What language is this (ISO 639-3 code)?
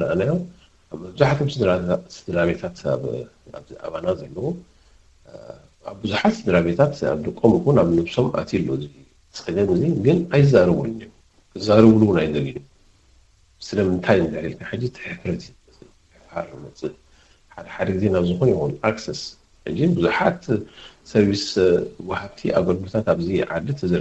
tir